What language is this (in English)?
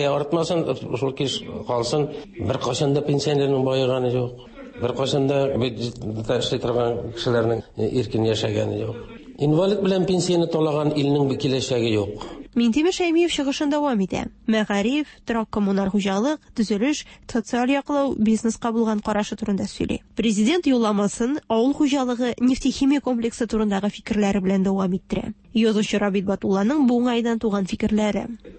Tatar